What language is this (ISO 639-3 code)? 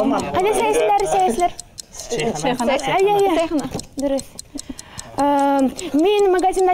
bak